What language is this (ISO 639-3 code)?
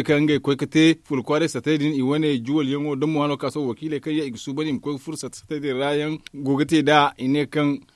dje